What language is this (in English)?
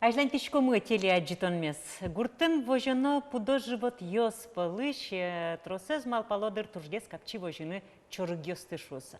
Udmurt